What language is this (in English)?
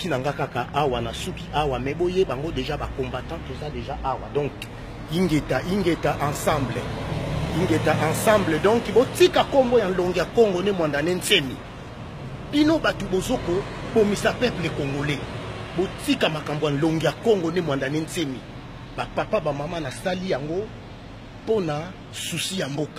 Lingala